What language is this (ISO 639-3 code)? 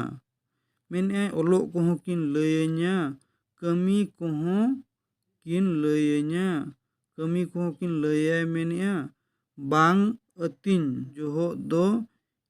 sat